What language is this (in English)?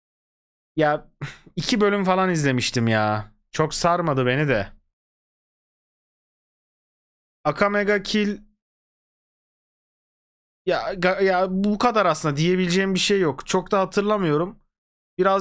Turkish